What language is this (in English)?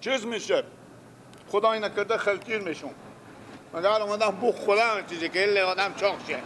Persian